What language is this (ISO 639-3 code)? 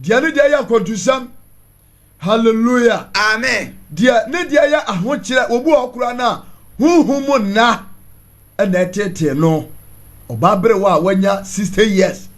aka